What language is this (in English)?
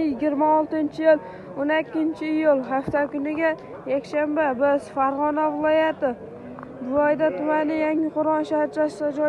Uzbek